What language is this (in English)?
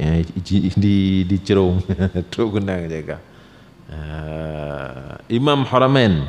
Achinese